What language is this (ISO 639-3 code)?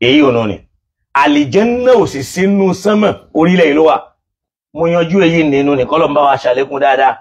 yor